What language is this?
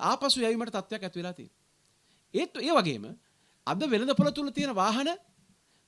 Sinhala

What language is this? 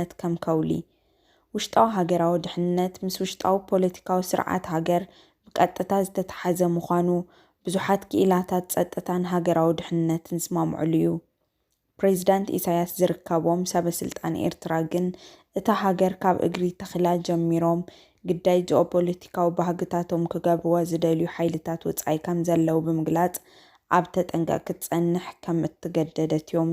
Tigrinya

